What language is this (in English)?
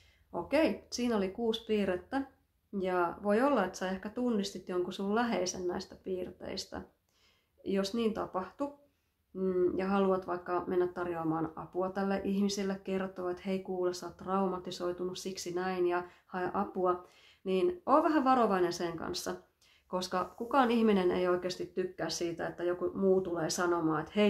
Finnish